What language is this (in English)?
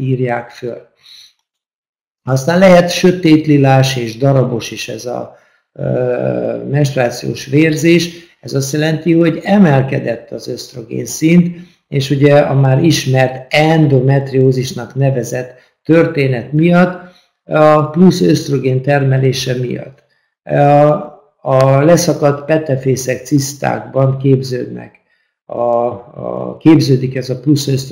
Hungarian